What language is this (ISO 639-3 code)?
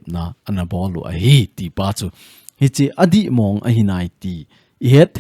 tcz